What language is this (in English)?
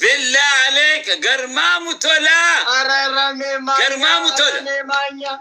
Oromo